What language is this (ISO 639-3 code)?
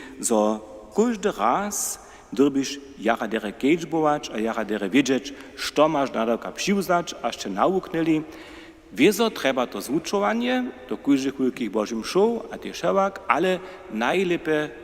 hsb